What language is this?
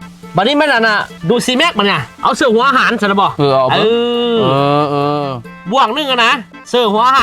Lao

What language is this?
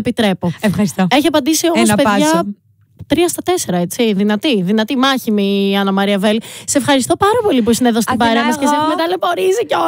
Greek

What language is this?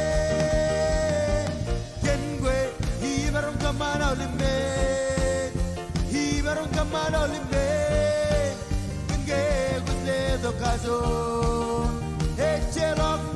Marshallese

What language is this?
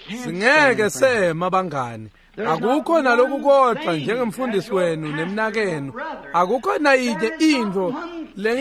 Swati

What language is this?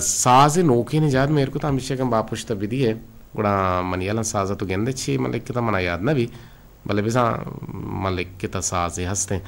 Eastern Balochi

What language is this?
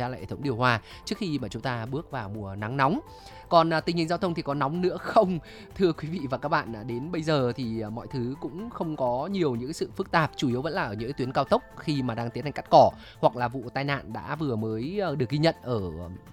Vietnamese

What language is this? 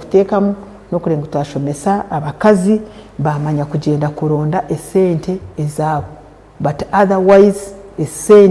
Nyankole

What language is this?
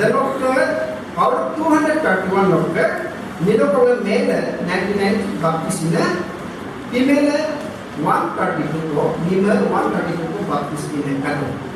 Adi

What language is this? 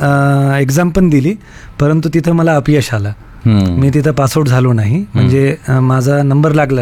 Marathi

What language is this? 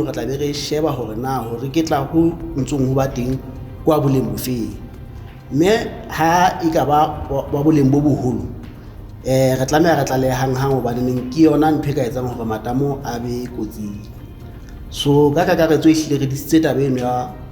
Southern Sotho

